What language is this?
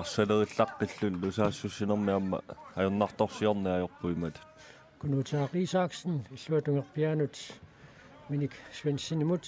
Kalaallisut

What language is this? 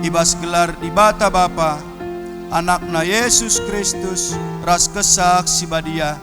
Batak Karo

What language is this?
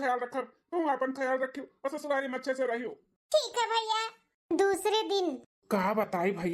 Awadhi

